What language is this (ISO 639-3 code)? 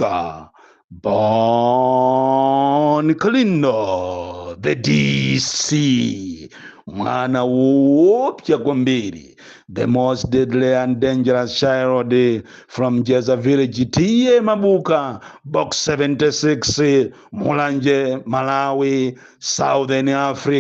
nya